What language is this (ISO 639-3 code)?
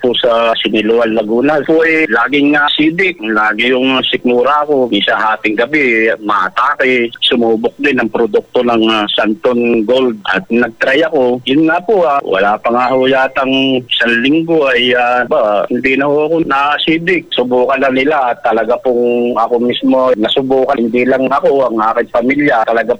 fil